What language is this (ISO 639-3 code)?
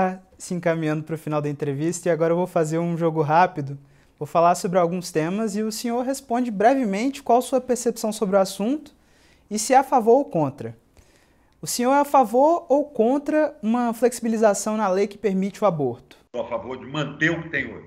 por